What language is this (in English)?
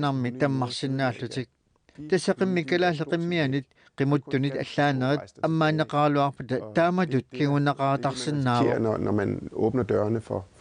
Kalaallisut